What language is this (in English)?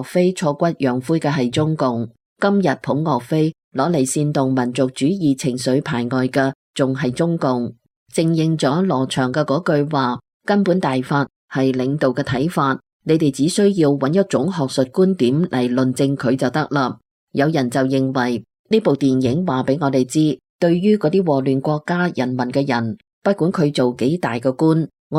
Cantonese